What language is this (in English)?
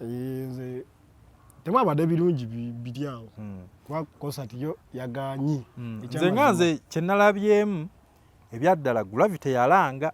Ganda